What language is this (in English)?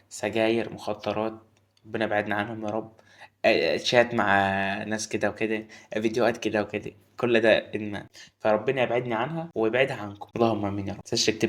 Egyptian Arabic